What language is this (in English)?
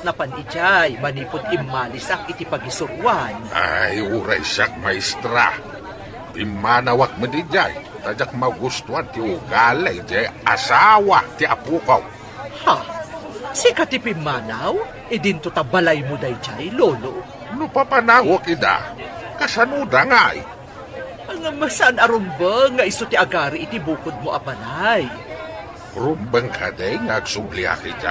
Iloko